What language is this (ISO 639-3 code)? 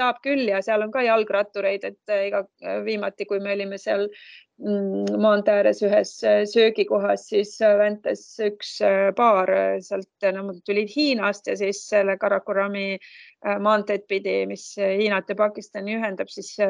est